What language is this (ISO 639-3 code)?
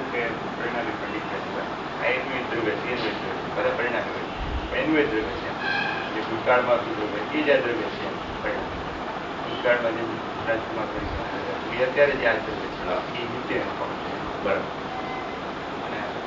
guj